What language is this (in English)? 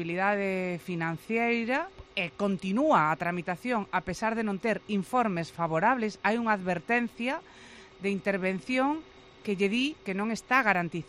Galician